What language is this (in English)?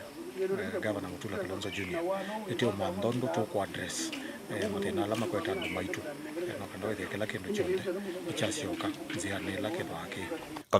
Kamba